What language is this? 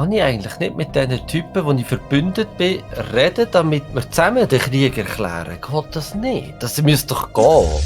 Swiss German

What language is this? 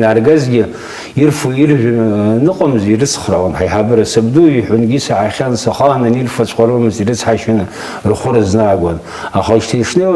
Abkhazian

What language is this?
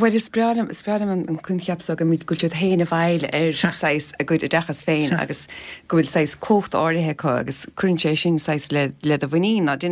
Irish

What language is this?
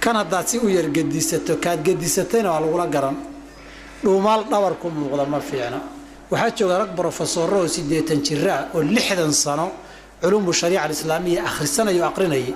Somali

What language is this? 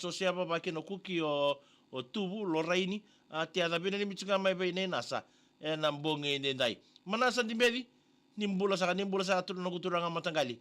Fijian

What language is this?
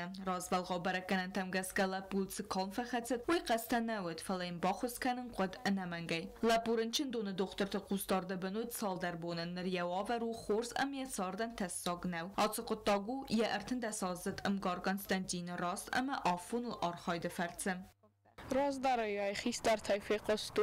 Ossetic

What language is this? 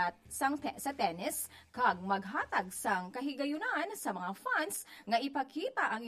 Hiligaynon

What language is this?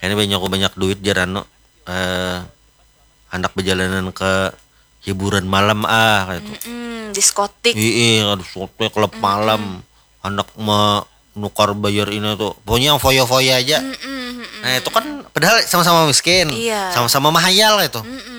Banjar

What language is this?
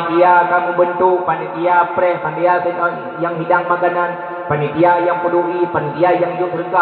Achinese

